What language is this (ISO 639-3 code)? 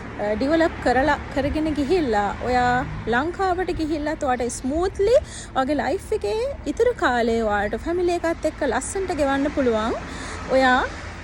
sin